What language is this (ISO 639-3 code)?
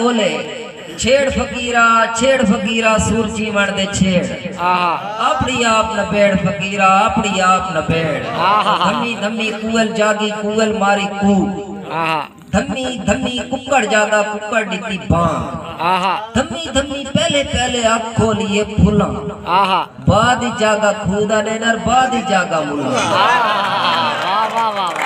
skr